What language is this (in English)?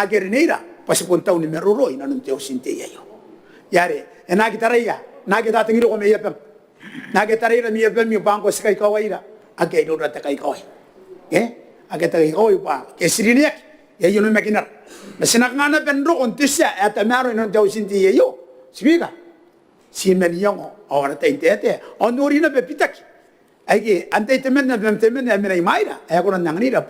Gilbertese